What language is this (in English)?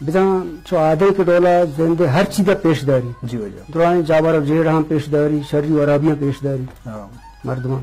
Eastern Balochi